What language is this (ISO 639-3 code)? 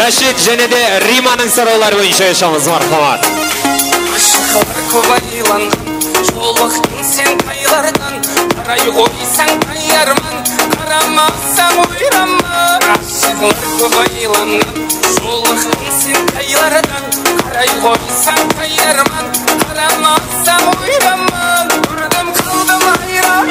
kaa